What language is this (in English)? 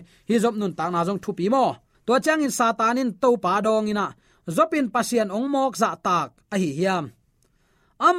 Tedim Chin